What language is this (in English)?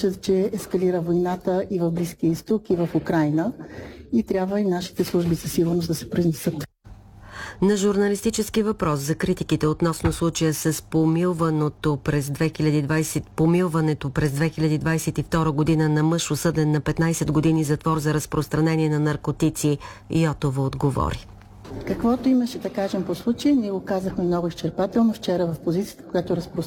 Bulgarian